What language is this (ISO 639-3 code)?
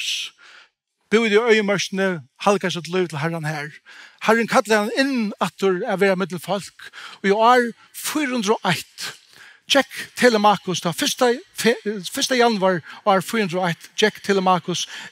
fao